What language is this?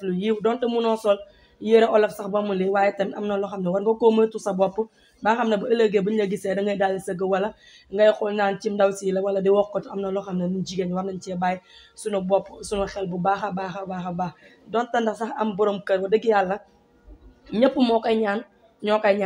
Wolof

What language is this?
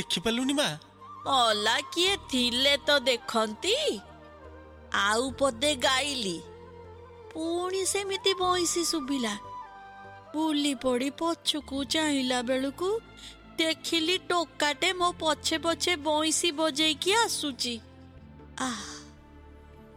Odia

